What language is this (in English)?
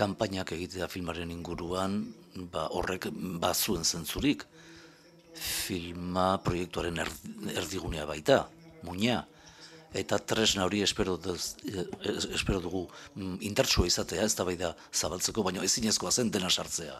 Basque